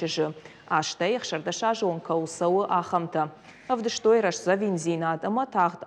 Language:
Ossetic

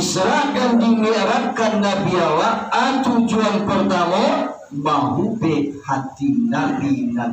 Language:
Minangkabau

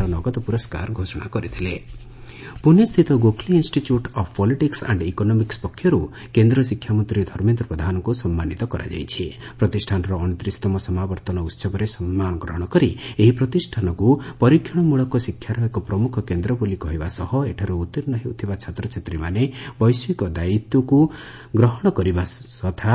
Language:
Odia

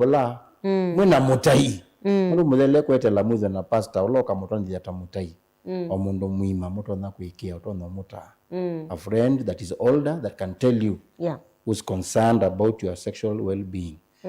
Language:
Kamba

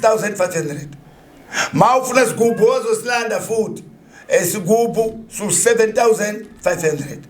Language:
Zulu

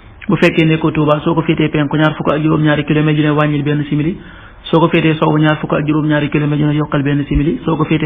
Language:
Wolof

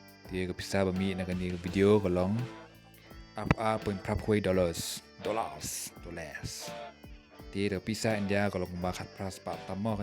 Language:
Khasi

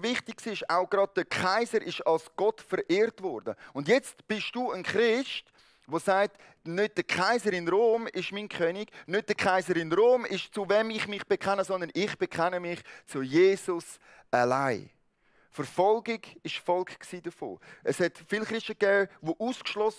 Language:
Swiss German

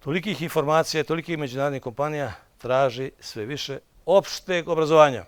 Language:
Bosnian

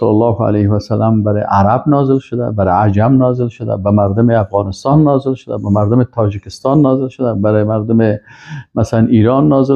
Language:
Persian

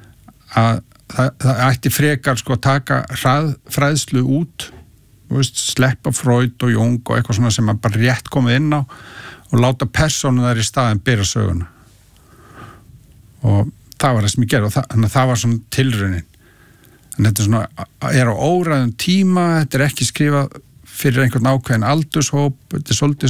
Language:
Icelandic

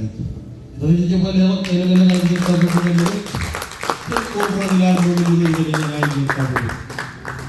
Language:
Marshallese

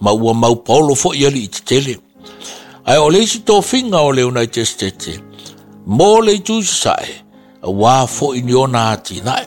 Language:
Samoan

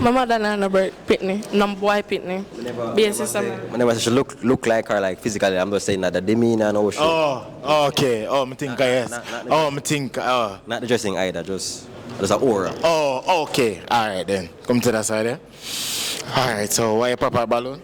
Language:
Jamaican Creole English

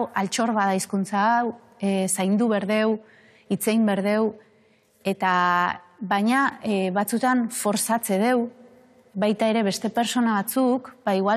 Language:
Basque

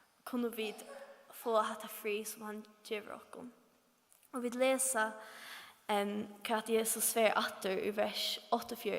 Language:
Faroese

